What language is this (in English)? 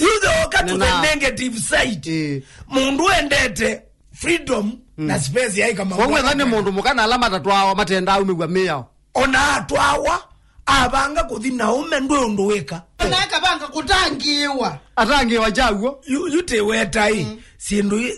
Kamba